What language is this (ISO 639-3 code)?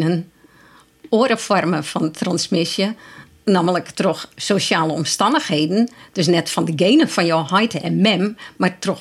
fry